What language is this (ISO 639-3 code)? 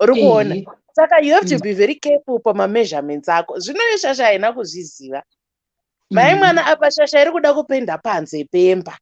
sna